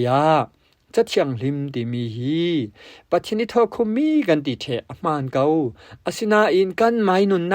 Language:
Falam Chin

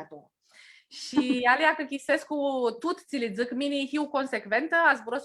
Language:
Aromanian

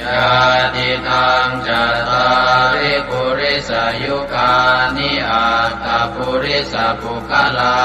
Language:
Pali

